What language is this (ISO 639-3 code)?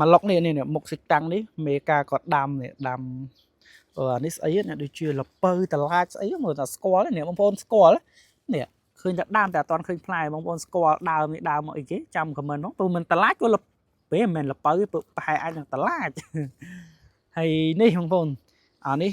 khm